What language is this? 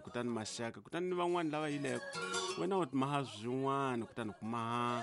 Tsonga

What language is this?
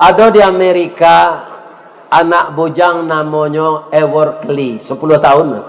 Minangkabau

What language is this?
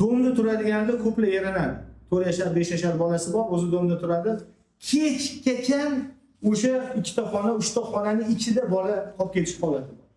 Uzbek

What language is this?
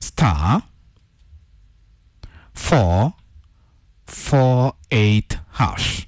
Kikuyu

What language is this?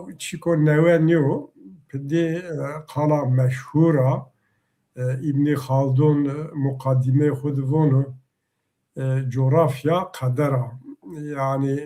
Zaza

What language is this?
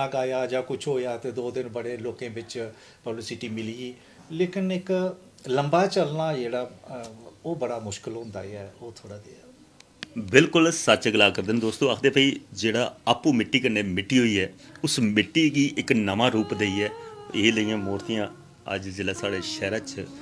Dogri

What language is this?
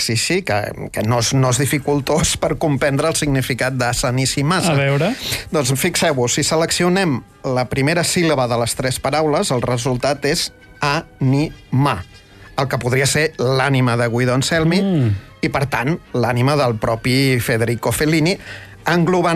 Catalan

